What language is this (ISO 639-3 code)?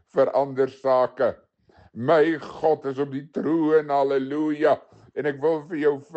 afr